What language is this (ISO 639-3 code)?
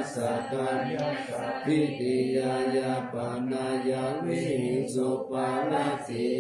pli